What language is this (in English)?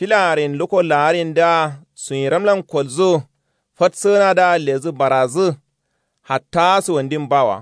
Kanuri